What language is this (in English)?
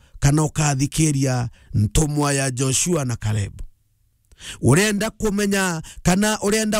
Meru